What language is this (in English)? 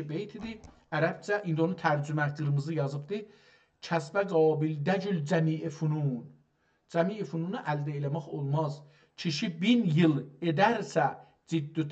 South Azerbaijani